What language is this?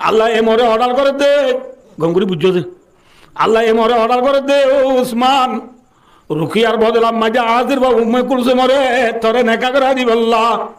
Rohingya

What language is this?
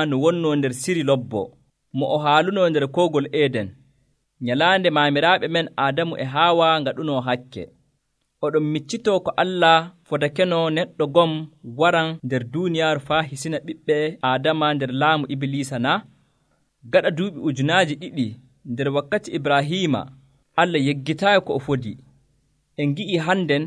Nigerian Fulfulde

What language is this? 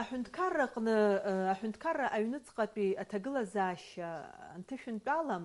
Abkhazian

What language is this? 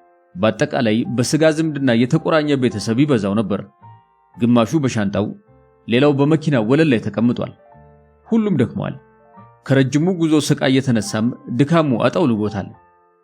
Amharic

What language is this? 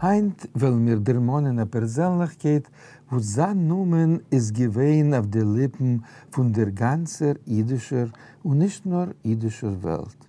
Yiddish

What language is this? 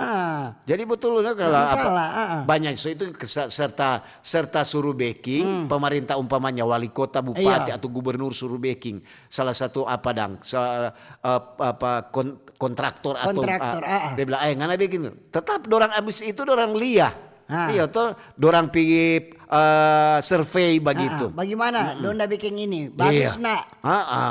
Manado Malay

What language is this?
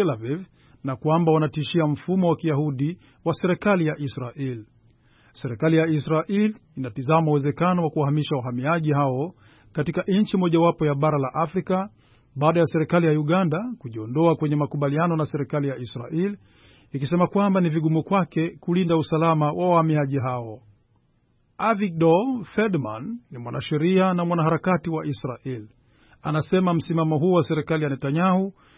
Swahili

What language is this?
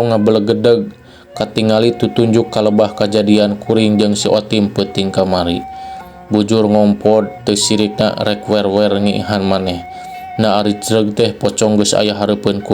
Sundanese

